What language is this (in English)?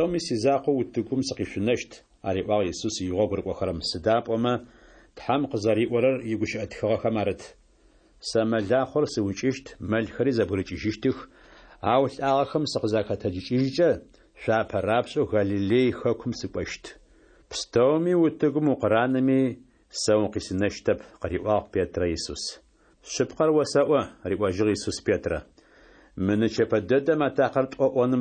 Adyghe